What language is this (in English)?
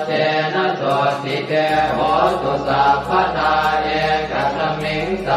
Pali